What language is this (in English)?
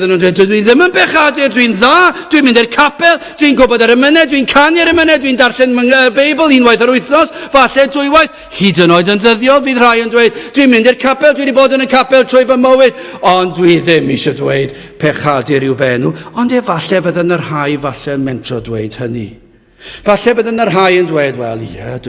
Welsh